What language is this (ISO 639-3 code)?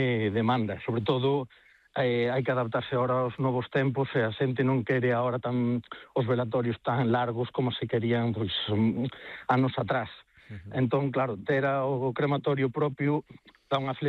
glg